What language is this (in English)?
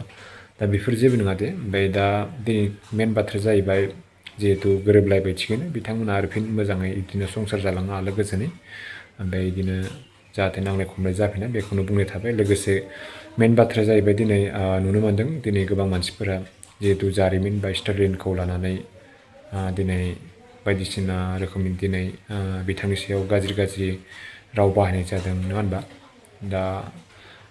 Bodo